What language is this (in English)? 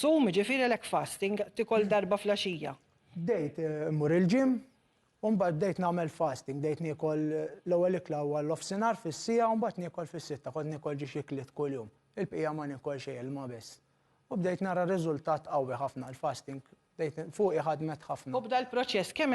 Maltese